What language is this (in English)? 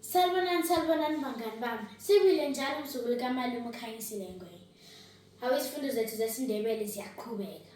North Ndebele